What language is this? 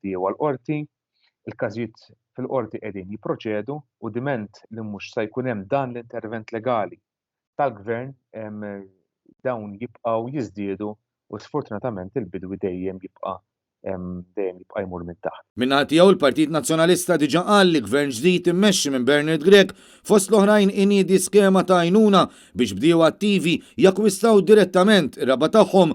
Maltese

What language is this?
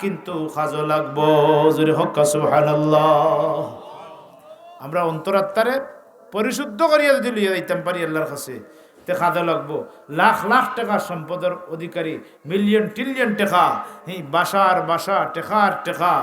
Sylheti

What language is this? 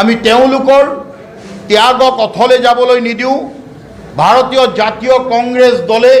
Assamese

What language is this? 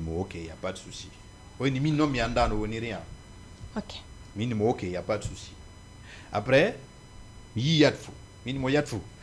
Fula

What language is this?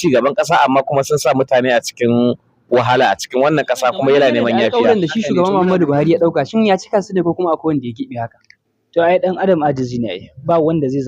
Hausa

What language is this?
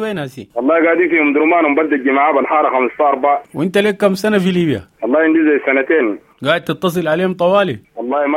Sudanese Arabic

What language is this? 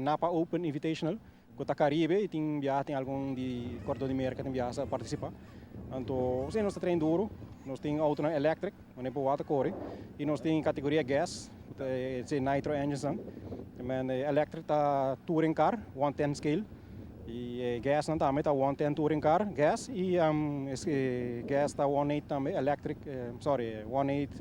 Papiamento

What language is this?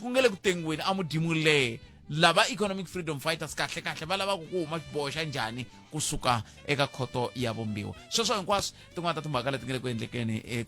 Tsonga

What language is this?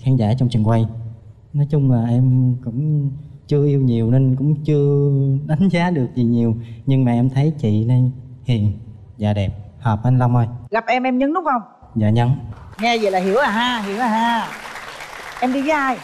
Vietnamese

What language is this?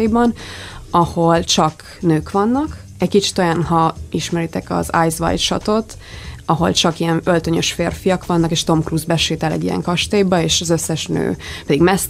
Hungarian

